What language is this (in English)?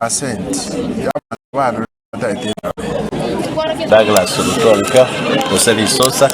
Gusii